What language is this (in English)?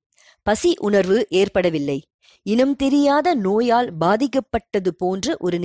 Tamil